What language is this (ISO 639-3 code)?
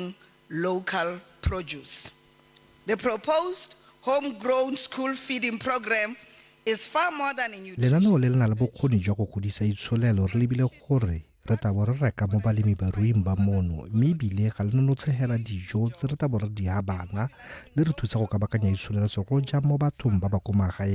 tsn